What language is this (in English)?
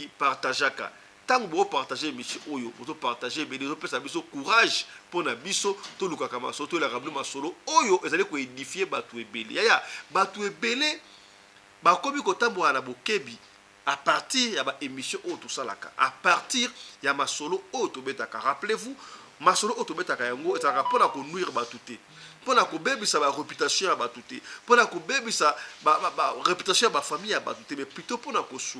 Lingala